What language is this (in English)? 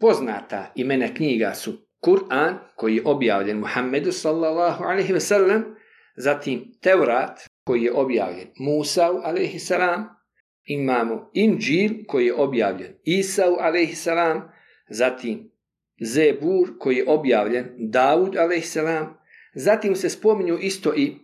Bosnian